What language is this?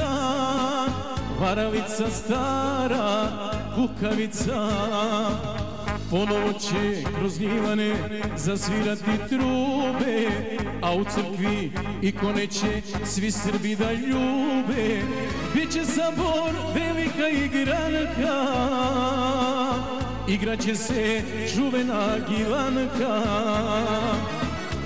Serbian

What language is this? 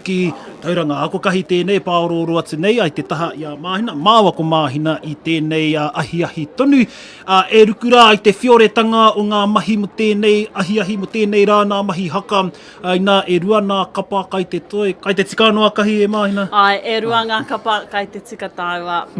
Māori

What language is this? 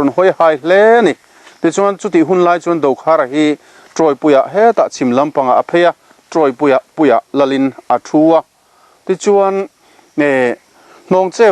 Mizo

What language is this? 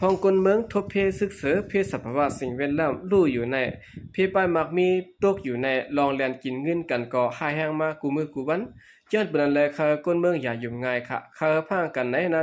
Shan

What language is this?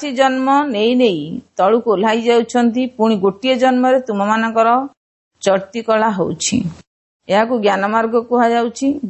Odia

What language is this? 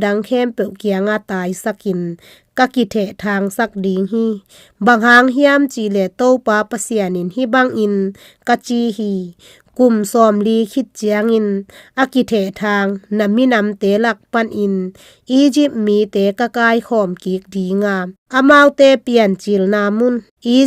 Tedim Chin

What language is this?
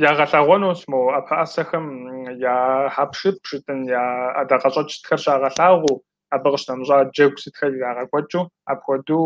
Kabardian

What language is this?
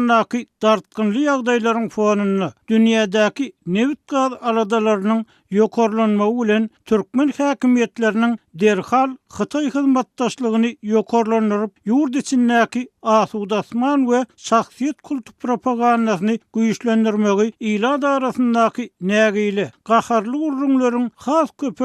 Turkmen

